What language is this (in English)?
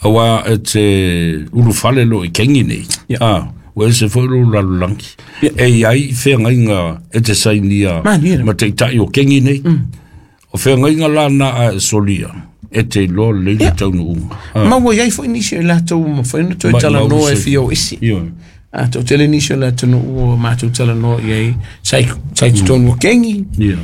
Samoan